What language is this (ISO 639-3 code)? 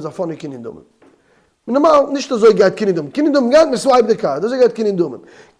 yid